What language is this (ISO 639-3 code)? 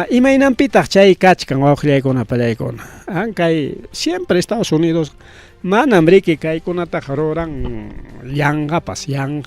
quy